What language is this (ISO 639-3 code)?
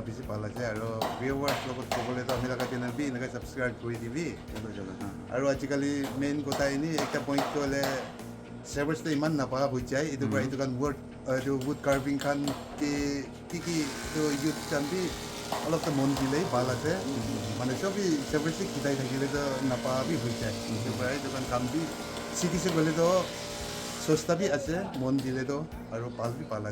nag